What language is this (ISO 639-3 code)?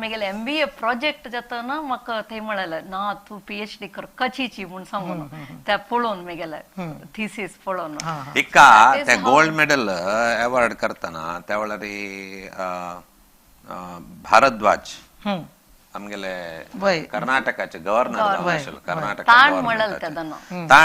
kok